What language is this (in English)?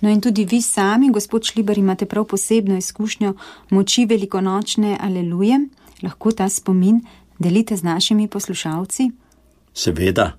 Slovenian